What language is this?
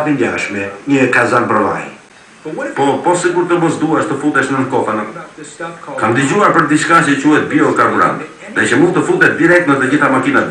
Albanian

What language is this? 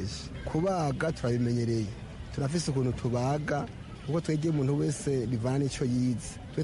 Rundi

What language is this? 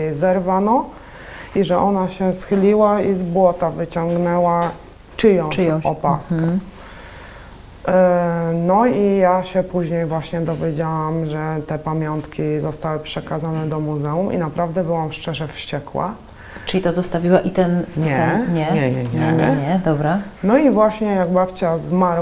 Polish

